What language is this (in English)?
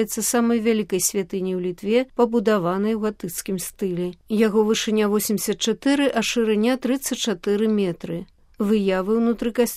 Belarusian